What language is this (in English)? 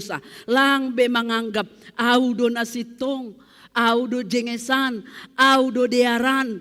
Batak Simalungun